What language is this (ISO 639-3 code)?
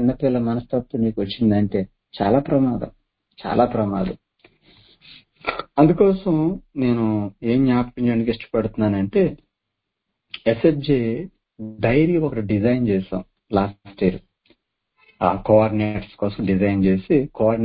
tel